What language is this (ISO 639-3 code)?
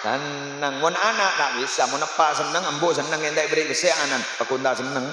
mad